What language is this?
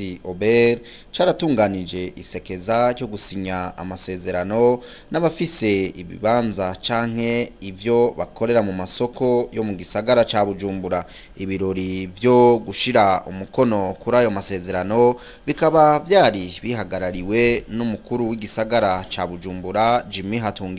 Rundi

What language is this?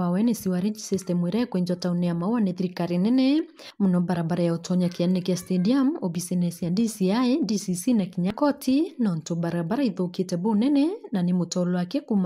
Meru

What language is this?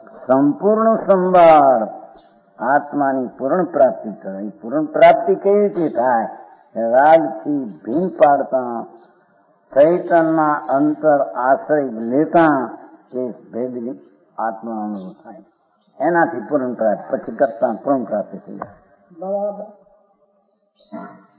Gujarati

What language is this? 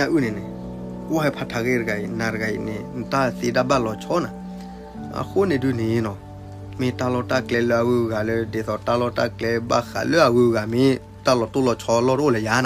S'gaw Karen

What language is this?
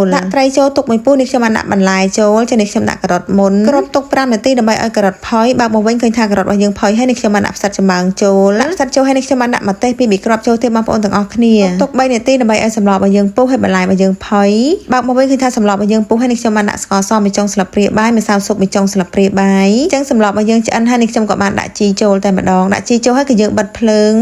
Khmer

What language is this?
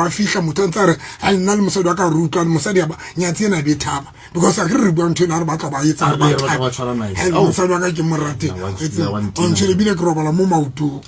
Southern Sotho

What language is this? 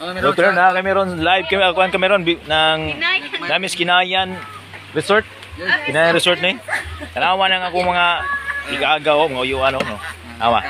Cebuano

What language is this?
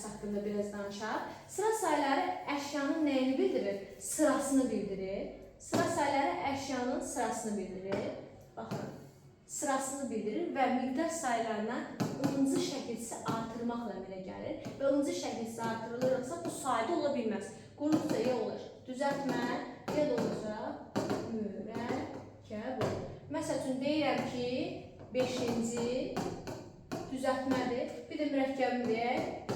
Azerbaijani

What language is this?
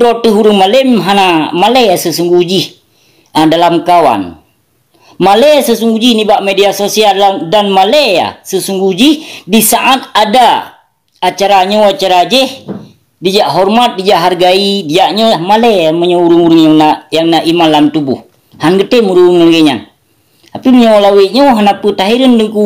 Achinese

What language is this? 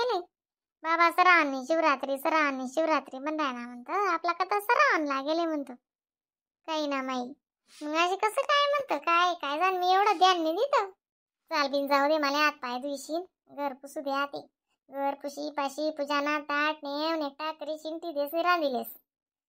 Khandesi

